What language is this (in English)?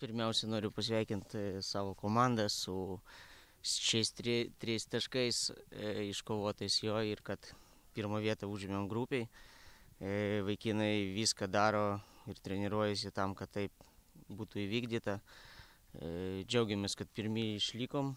Lithuanian